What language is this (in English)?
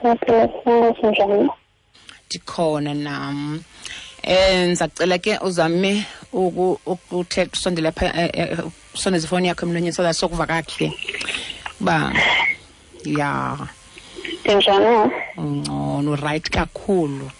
Xhosa